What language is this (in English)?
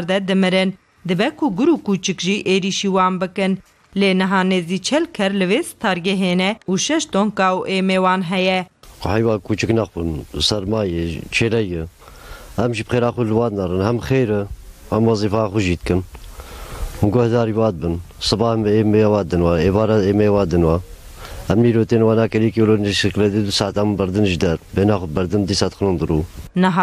Kurdish